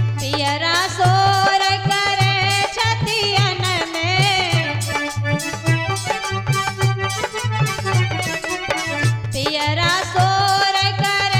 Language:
Bhojpuri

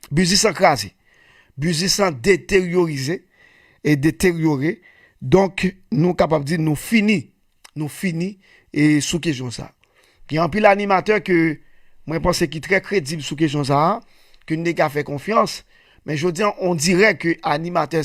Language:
Haitian Creole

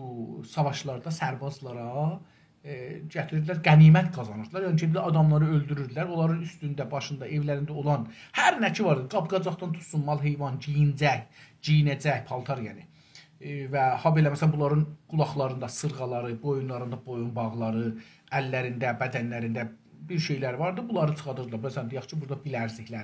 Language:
South Azerbaijani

